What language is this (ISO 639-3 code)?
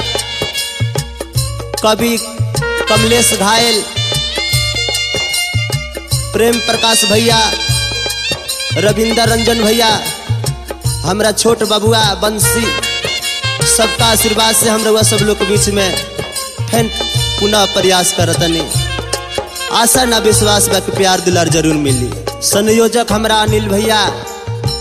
bho